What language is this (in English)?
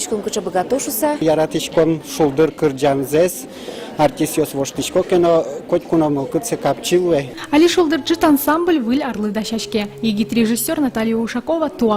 Udmurt